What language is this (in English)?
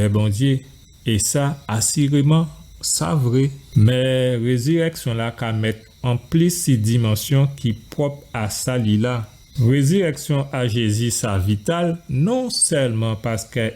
Guadeloupean Creole French